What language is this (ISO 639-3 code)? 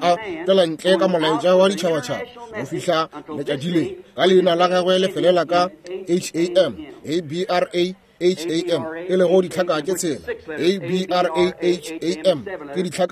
nso